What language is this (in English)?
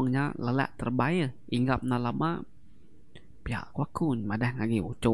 Iban